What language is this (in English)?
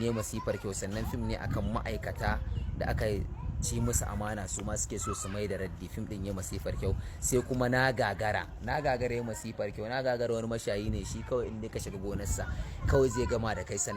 Hausa